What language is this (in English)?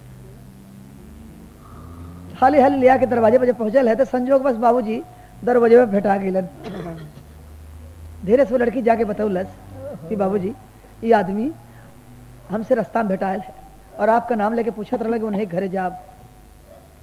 Bhojpuri